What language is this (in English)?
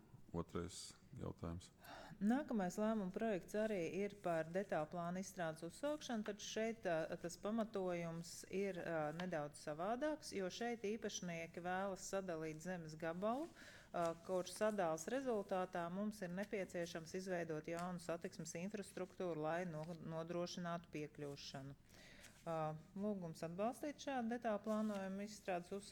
Latvian